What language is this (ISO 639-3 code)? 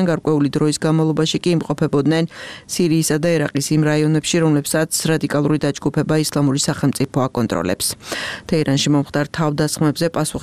kat